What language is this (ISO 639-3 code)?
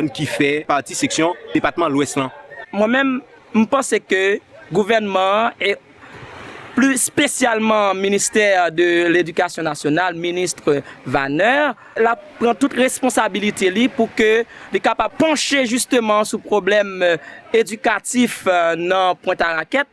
hat